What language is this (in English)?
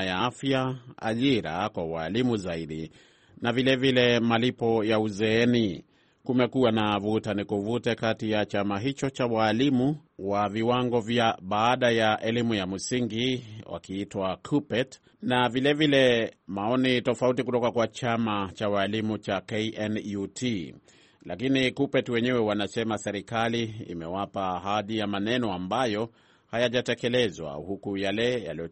Swahili